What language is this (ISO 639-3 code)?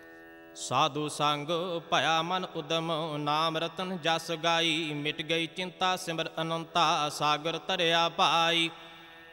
pan